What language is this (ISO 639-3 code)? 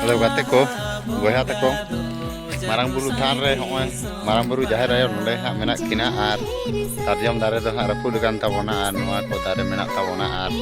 sat